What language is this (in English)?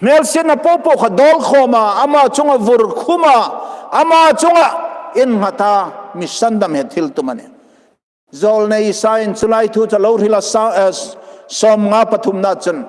Hmar